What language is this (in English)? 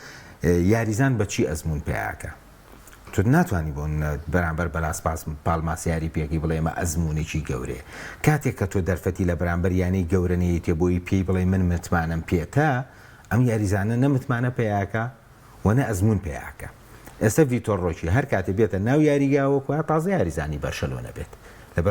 Central Kurdish